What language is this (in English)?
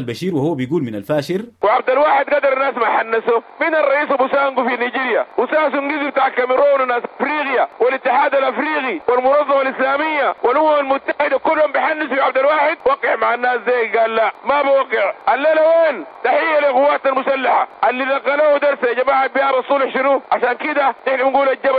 Sudanese Arabic